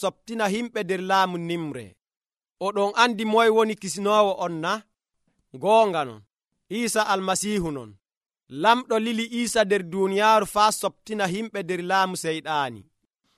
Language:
Nigerian Fulfulde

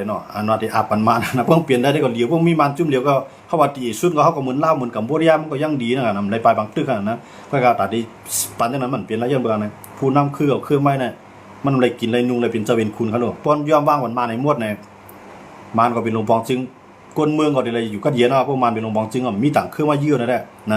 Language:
Shan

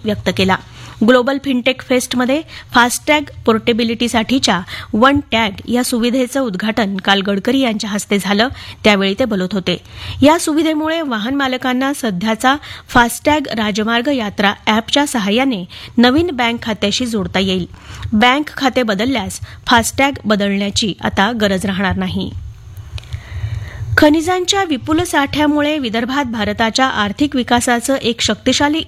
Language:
Marathi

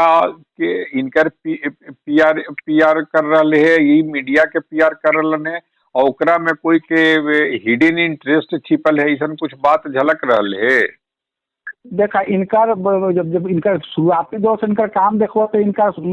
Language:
Magahi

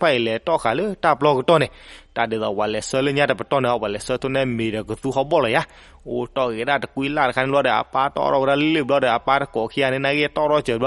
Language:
S'gaw Karen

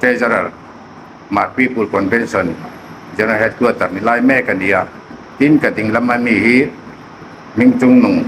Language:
Hmar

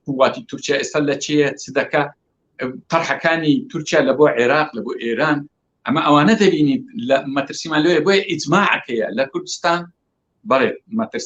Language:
Central Kurdish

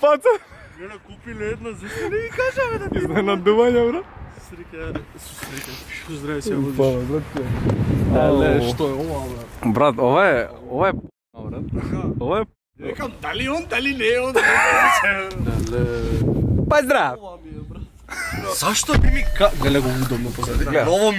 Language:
Macedonian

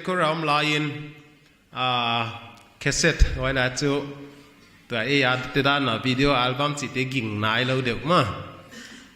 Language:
Paite Chin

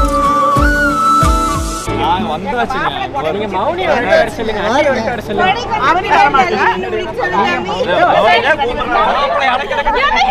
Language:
Tamil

